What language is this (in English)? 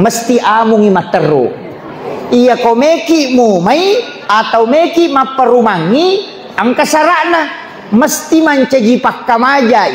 Buginese